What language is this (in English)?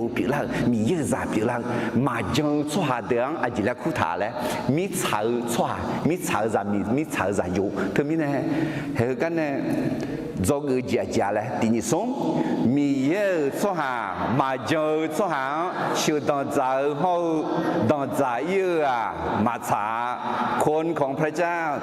Akha